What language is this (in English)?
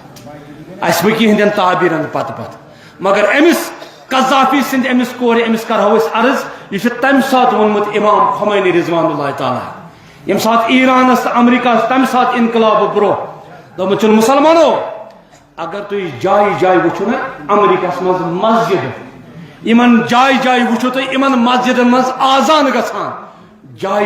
Kashmiri